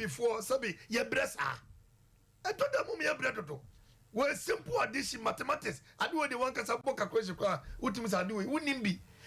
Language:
Akan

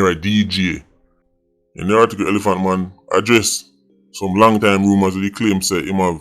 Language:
Jamaican Creole English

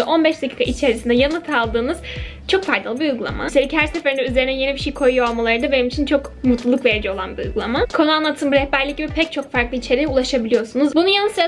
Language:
Turkish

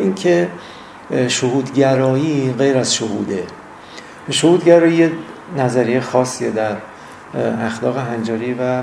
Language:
Persian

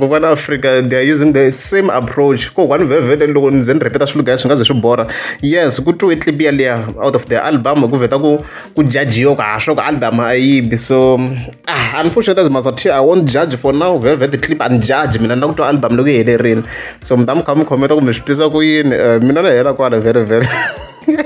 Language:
Tsonga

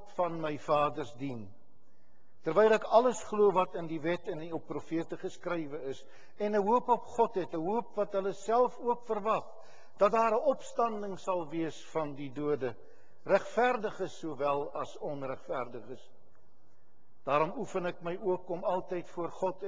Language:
Afrikaans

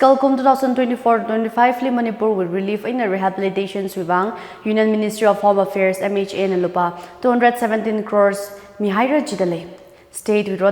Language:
Tangkhul Naga (India)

